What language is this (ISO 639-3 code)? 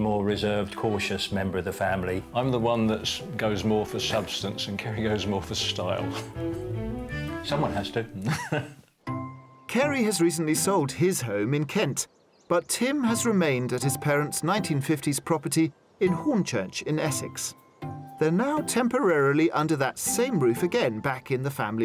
eng